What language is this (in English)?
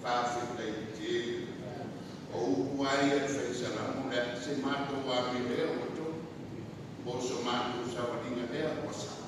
Samoan